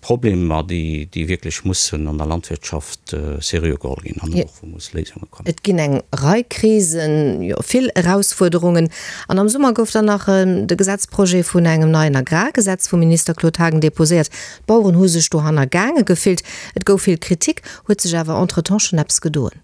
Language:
Luxembourgish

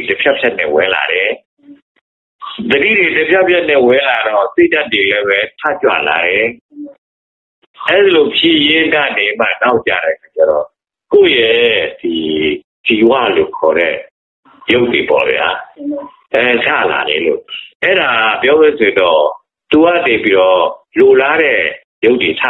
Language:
Burmese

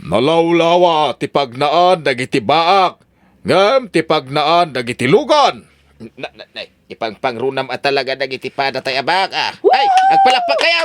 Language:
Iloko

